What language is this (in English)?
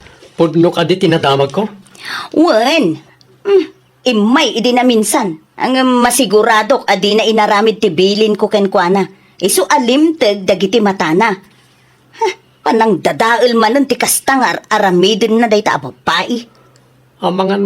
Iloko